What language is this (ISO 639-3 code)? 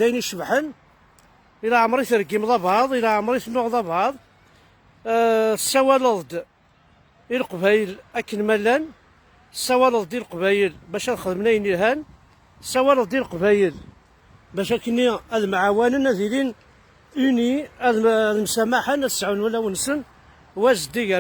kab